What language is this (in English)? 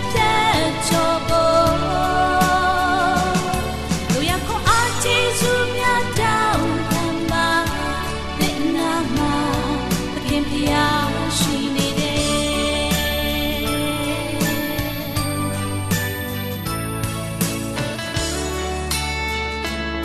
Burmese